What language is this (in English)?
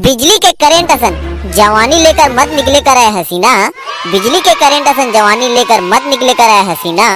Chhattisgarhi